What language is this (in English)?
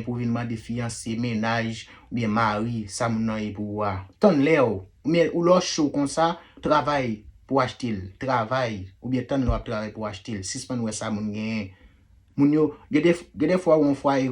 Haitian Creole